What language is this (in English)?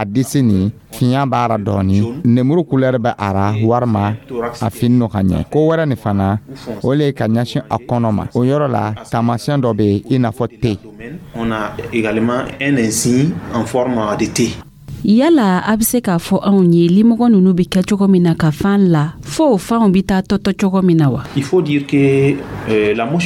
Dyula